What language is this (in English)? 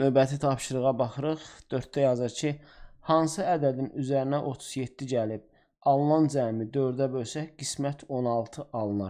Azerbaijani